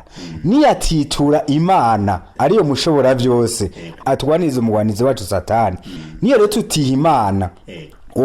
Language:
Rundi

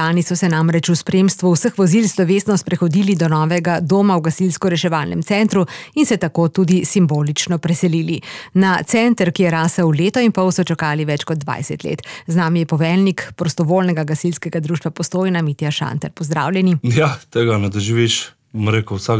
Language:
Slovenian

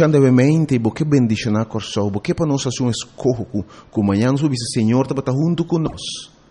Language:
Papiamento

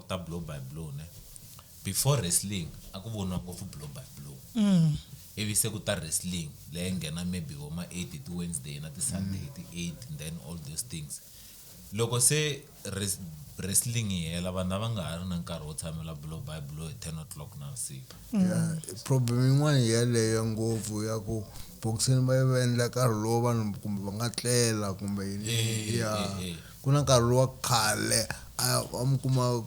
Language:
Tsonga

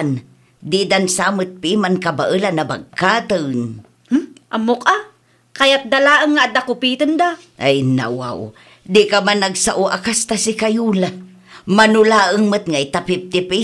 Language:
Iloko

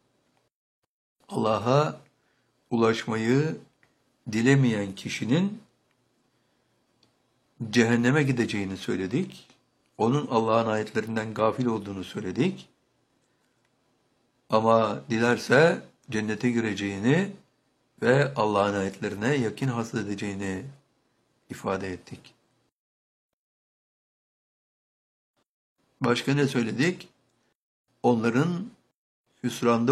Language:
Turkish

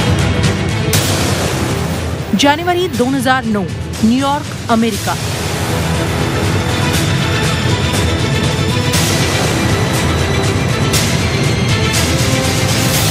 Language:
Marathi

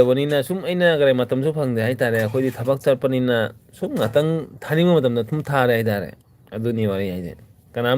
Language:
Manipuri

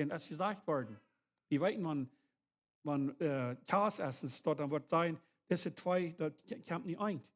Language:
Plautdietsch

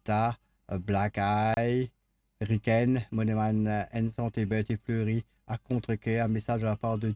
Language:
Morisyen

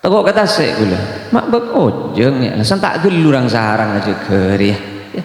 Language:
Madurese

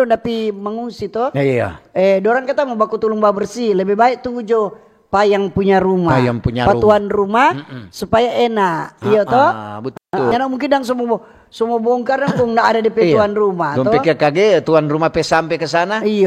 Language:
Manado Malay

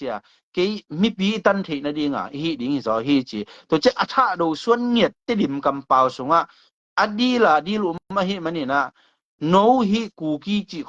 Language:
Tedim Chin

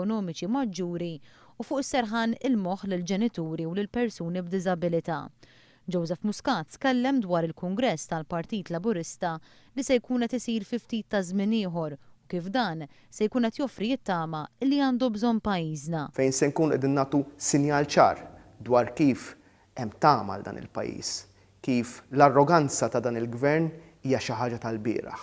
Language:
Maltese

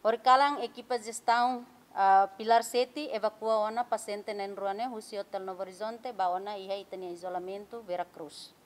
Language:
Tetum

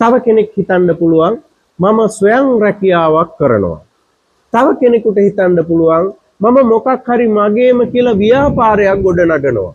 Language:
Sinhala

